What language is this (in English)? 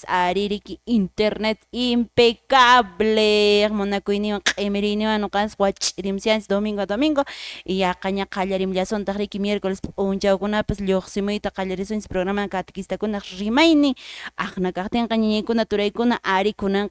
Quechua